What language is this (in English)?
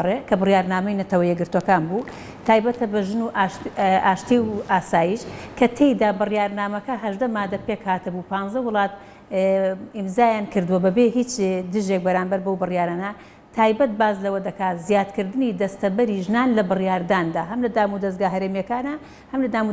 Central Kurdish